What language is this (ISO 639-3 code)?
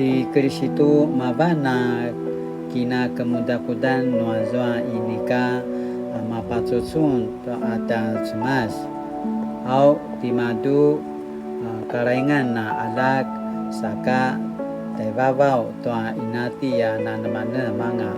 pwn